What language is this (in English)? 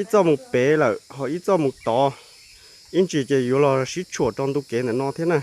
Hmong